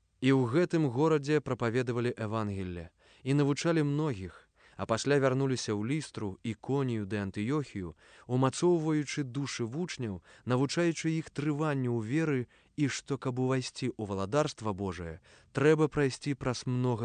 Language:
Belarusian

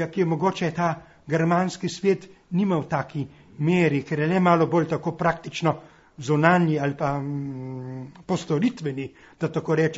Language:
Slovenian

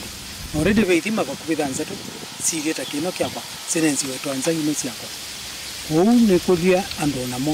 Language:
Kamba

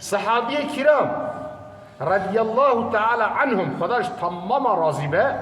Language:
Kurdish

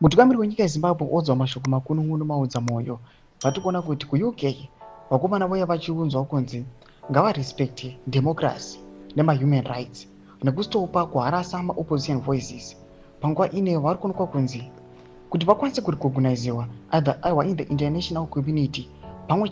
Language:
Shona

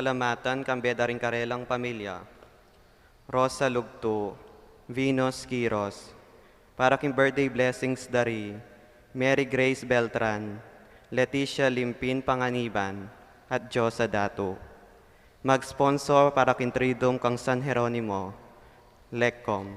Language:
Pampanga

